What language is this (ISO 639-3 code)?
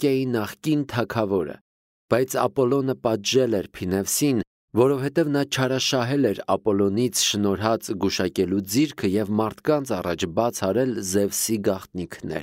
hye